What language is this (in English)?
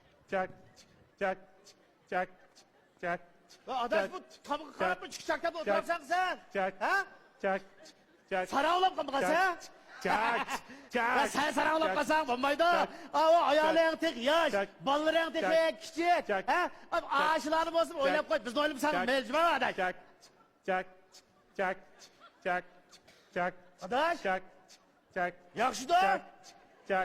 Uyghur